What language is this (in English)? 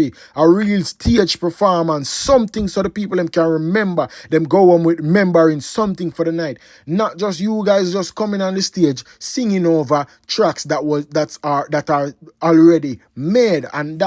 Jamaican Creole English